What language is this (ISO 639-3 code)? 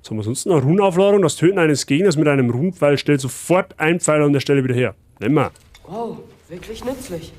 bar